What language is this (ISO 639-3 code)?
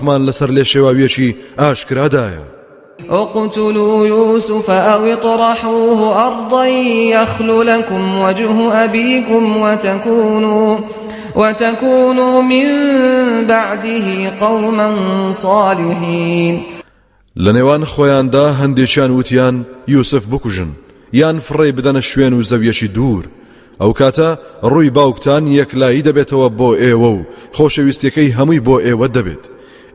ckb